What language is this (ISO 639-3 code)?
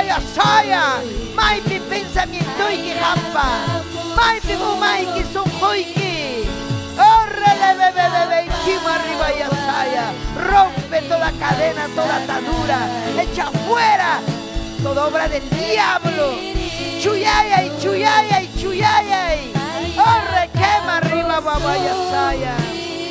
quy